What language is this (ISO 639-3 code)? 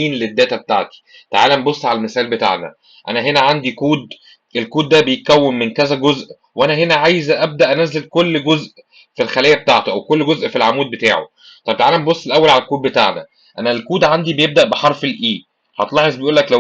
arz